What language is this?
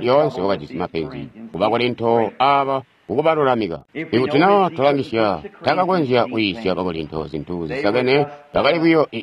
Tonga (Zambia)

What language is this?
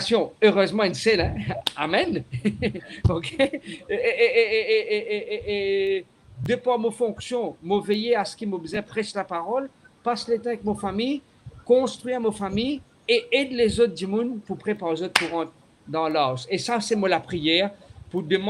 Morisyen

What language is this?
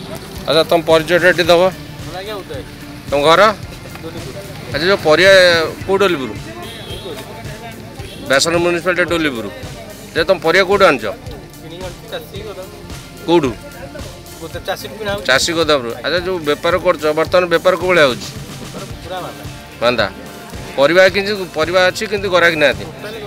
Odia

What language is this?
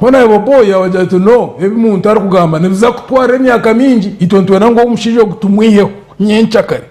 Nyankole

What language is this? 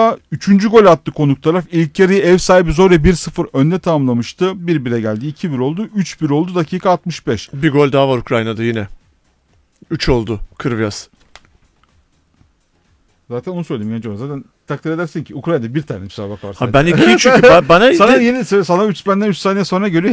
Turkish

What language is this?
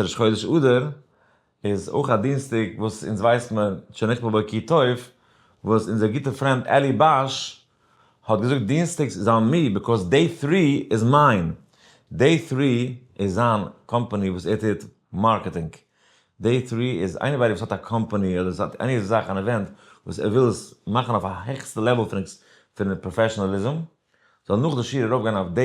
Yiddish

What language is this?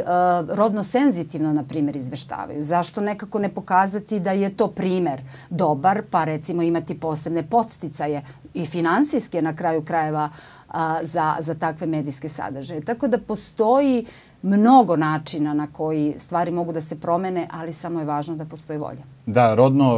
Serbian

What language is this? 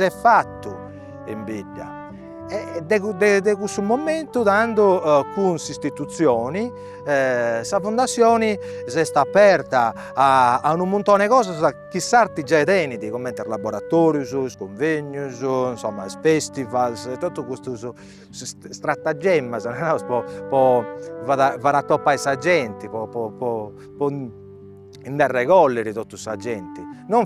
Sardinian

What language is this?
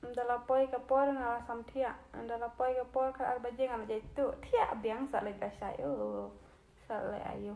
Khasi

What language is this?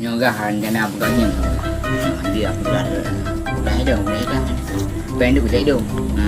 Achinese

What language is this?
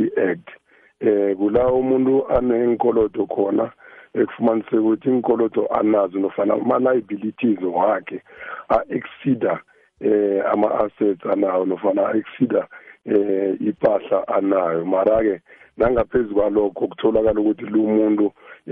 South Ndebele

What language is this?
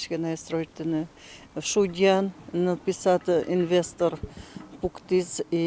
Udmurt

